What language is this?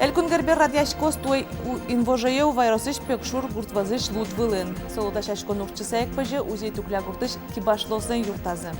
Udmurt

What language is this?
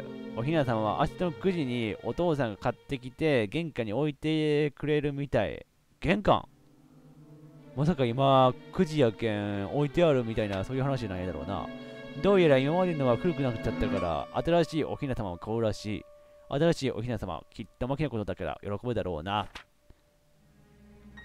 Japanese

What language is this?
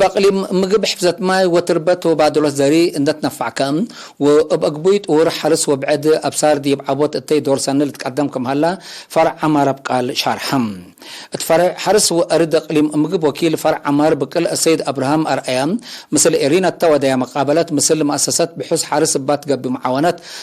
Tigre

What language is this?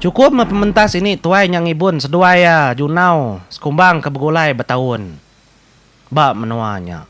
Iban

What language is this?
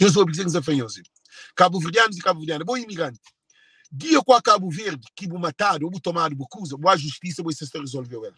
Kabuverdianu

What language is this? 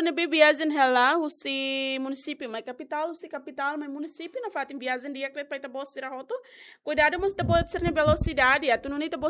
Tetum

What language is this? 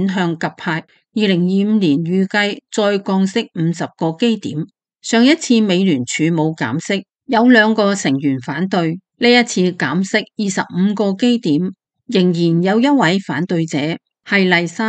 Cantonese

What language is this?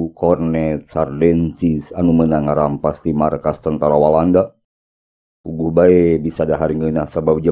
Sundanese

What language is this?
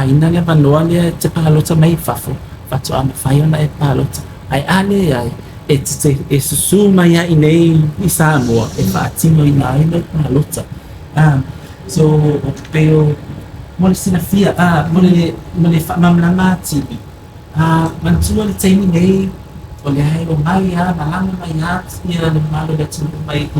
Samoan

